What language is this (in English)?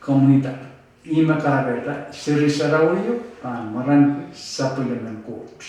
Pohnpeian